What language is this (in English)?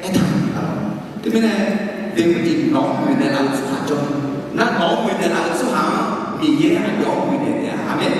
Akha